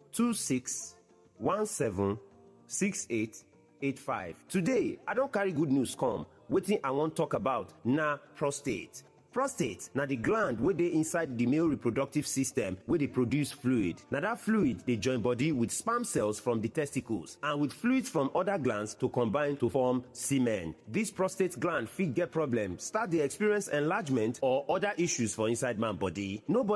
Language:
Nigerian Pidgin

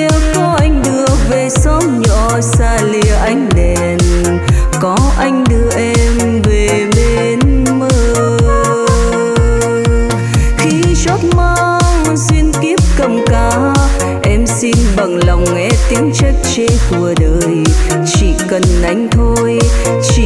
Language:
Vietnamese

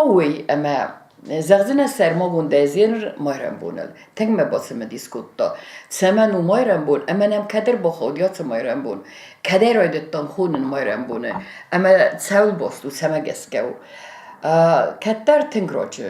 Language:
Ossetic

